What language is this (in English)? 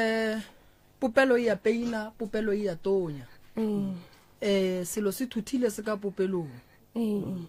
Northern Sotho